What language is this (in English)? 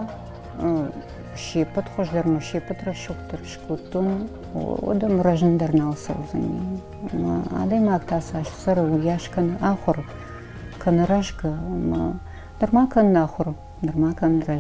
Ossetic